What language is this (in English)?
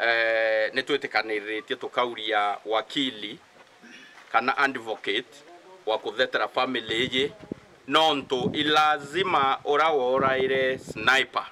Meru